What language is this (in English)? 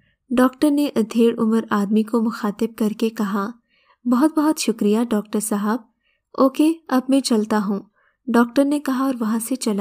Urdu